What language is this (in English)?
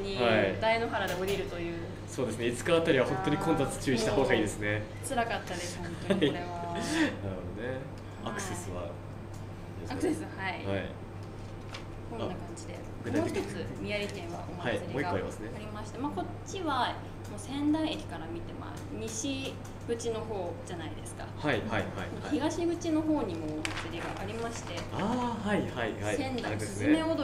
Japanese